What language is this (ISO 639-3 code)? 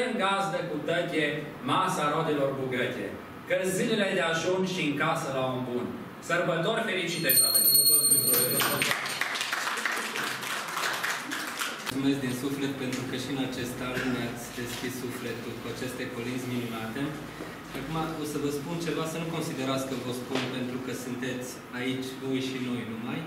ron